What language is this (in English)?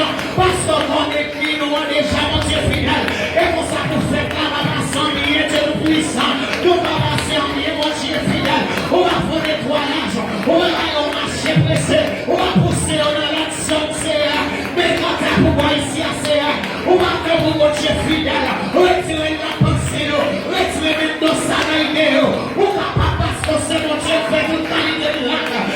Haitian Creole